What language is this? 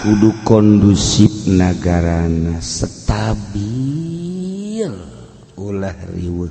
Sundanese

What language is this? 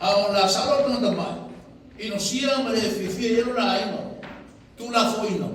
Samoan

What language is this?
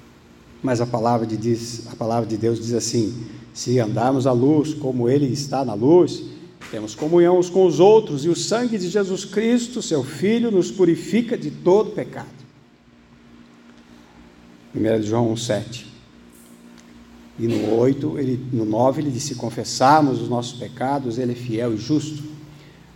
Portuguese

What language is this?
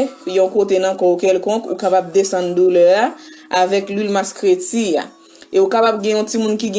Haitian Creole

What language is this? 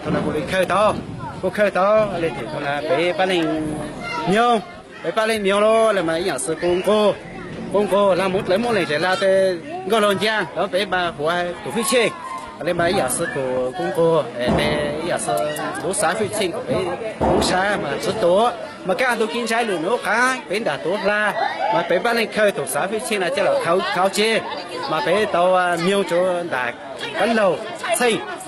Hmong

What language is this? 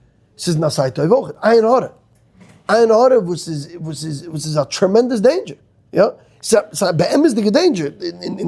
Yiddish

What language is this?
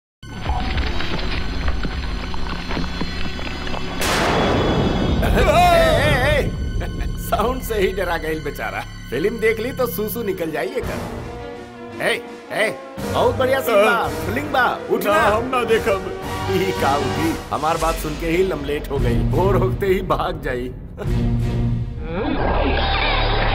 Bhojpuri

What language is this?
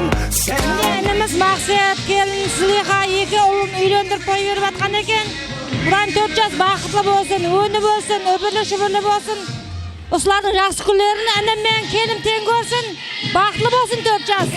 Kara-Kalpak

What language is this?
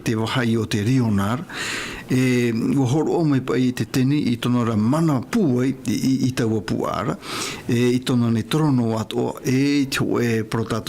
Tahitian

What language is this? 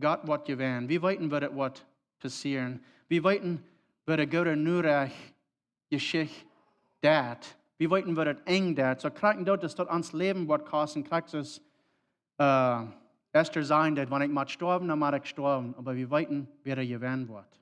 Plautdietsch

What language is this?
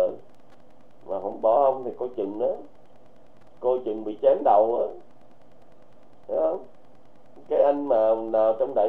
Vietnamese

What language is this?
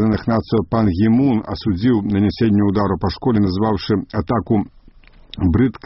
Belarusian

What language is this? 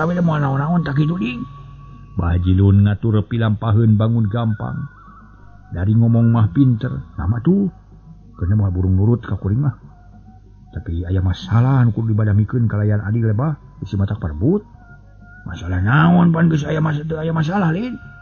Sundanese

